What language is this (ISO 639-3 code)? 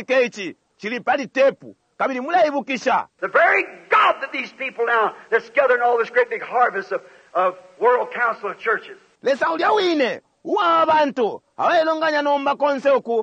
bem